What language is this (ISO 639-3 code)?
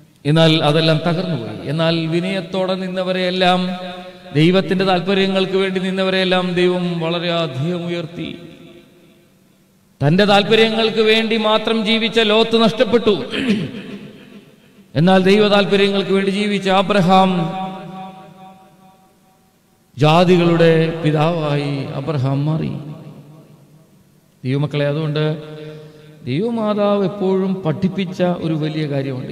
mal